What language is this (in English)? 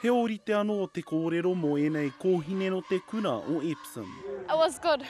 Māori